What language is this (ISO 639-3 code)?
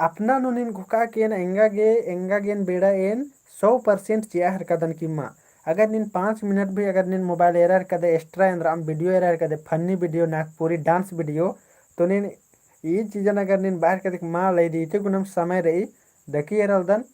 kru